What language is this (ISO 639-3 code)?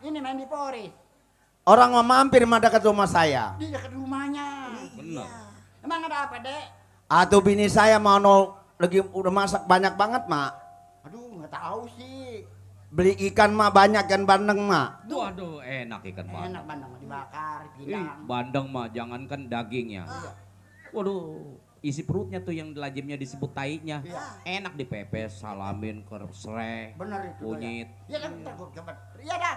bew